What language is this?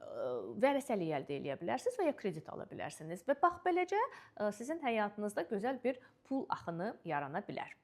Azerbaijani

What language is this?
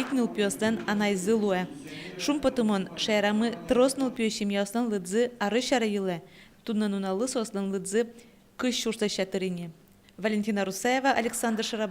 Udmurt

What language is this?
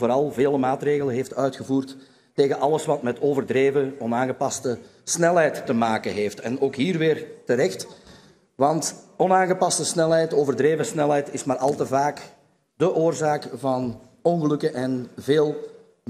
Dutch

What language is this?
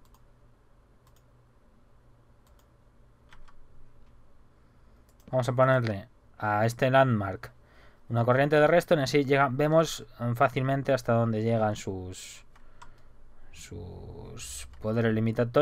Spanish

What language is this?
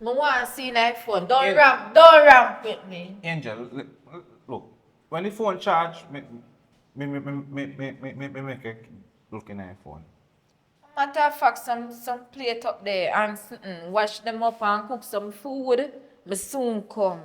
Jamaican Creole English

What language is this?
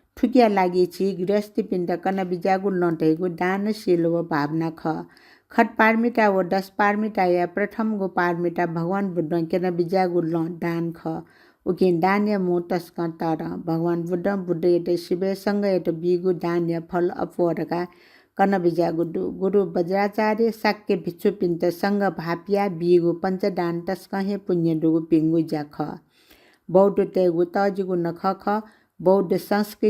Newari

